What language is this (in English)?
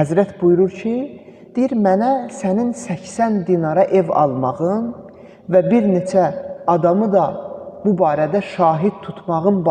Azerbaijani